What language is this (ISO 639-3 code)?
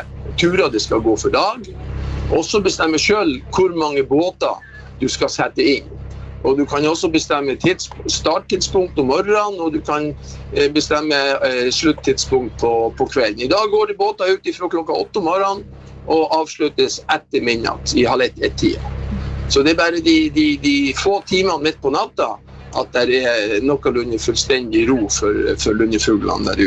nor